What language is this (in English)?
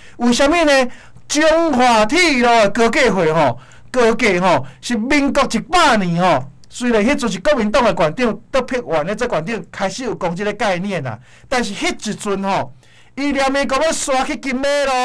Min Nan Chinese